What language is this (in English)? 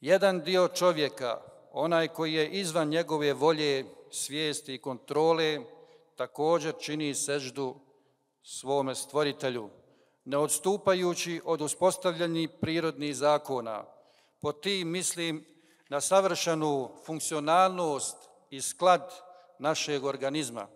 Bosnian